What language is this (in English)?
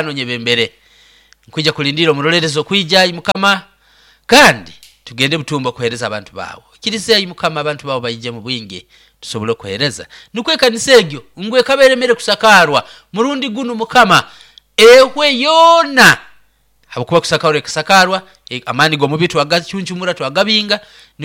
Nyoro